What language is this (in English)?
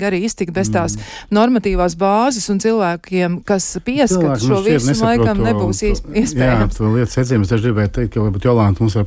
Latvian